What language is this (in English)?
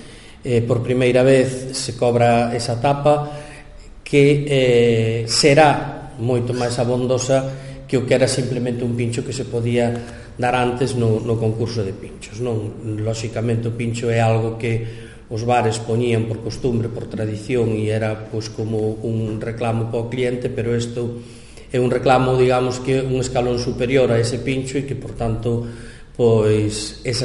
Galician